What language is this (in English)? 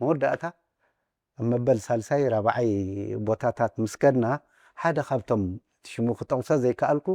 Tigrinya